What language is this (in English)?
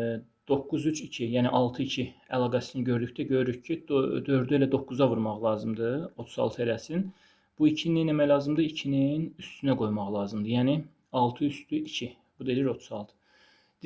Azerbaijani